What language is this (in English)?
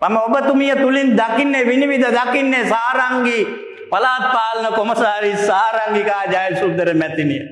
Sinhala